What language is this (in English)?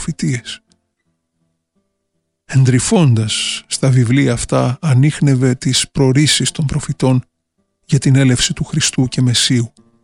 Greek